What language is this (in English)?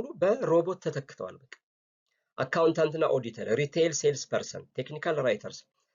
Amharic